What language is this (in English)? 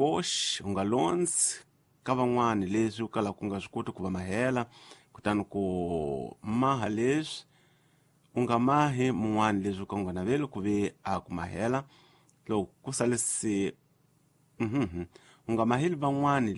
Tsonga